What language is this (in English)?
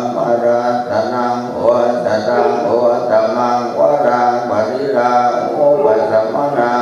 Pali